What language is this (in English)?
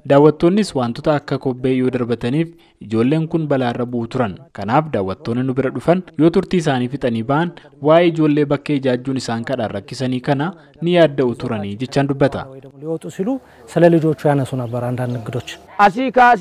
Oromo